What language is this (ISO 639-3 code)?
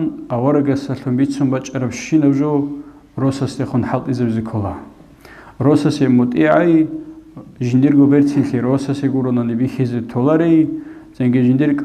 ava